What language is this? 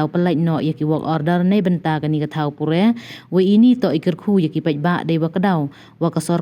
Pnar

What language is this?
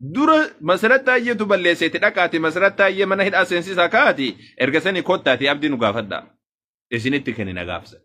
Oromo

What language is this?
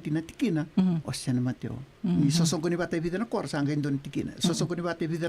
Fijian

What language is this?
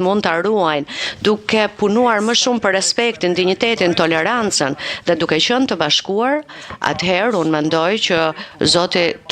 Albanian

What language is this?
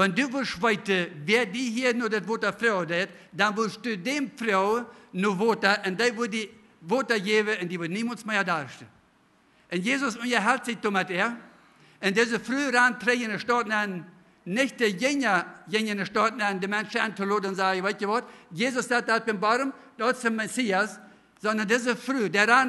Plautdietsch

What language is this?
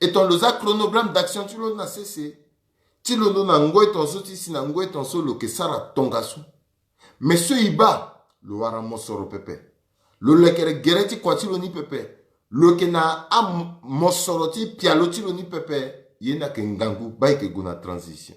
Sango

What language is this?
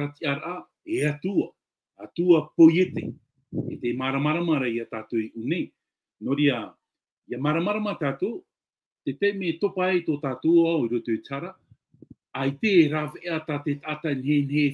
Tahitian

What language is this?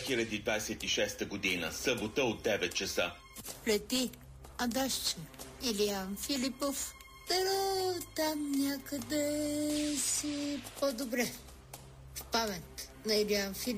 Bulgarian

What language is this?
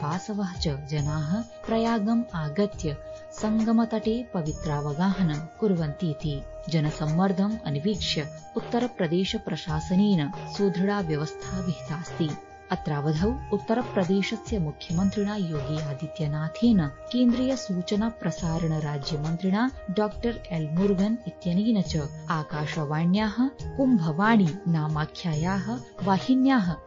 Sanskrit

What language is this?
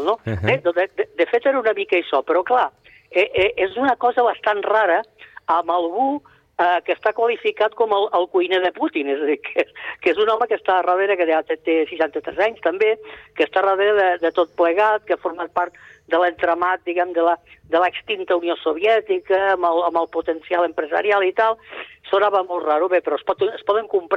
Catalan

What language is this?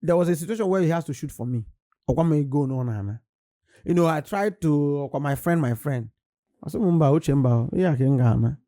Igbo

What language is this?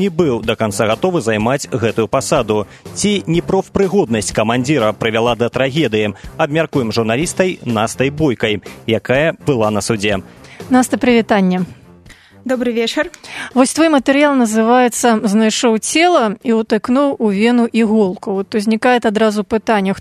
Belarusian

